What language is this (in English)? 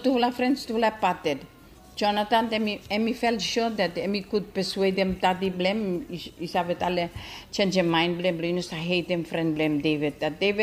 Bislama